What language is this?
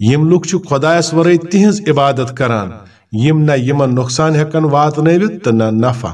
Kashmiri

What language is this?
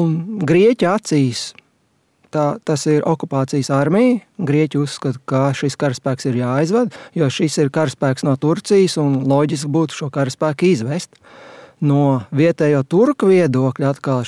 Latvian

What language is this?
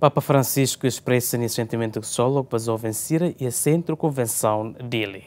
Tetum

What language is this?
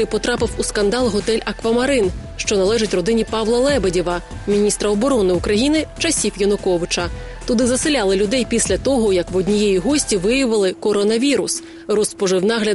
Ukrainian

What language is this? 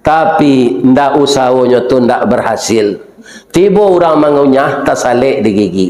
Minangkabau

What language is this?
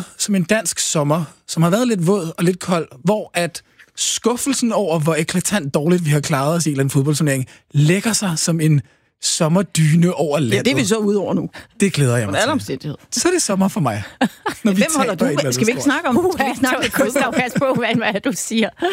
Danish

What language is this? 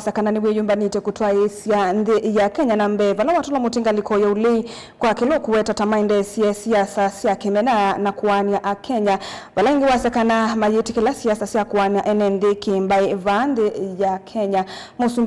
Kamba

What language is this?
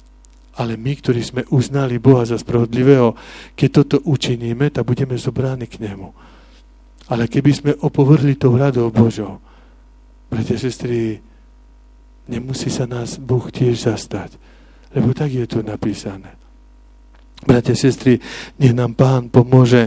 Slovak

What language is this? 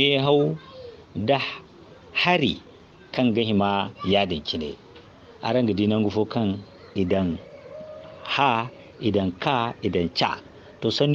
Zarma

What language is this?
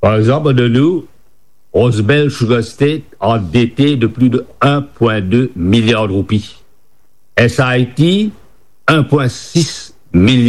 Morisyen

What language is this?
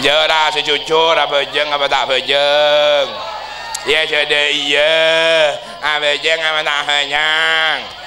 Madurese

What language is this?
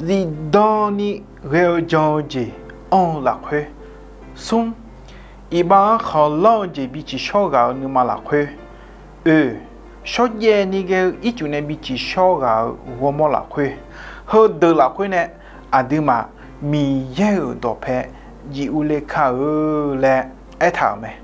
Akha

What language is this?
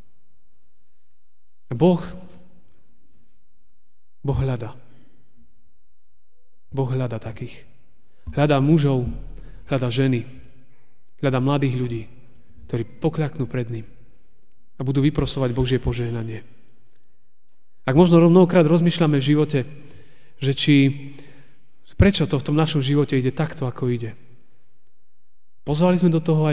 Slovak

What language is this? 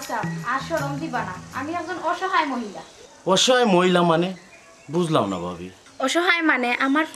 Sylheti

